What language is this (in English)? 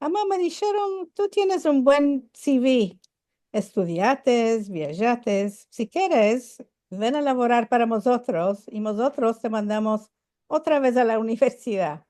Ladino